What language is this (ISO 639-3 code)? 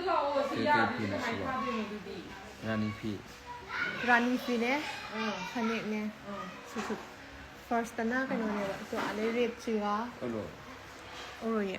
mni